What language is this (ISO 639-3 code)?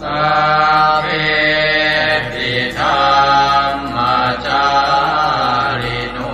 pli